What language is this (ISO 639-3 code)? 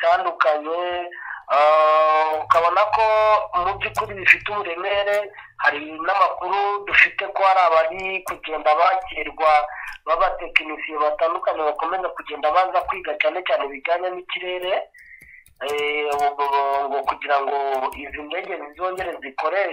kin